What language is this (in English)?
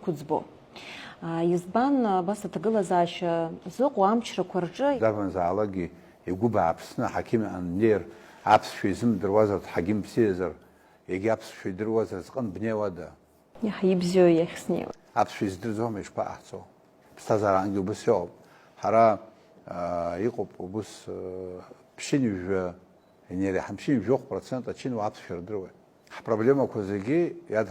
Abkhazian